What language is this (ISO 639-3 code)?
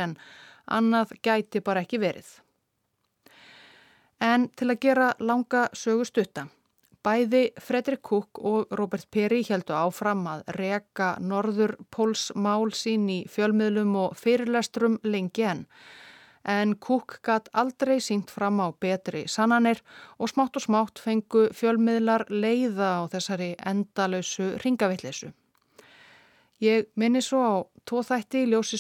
isl